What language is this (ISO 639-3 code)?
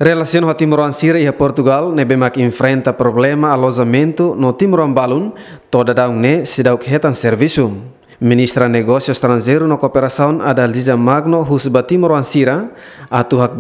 tet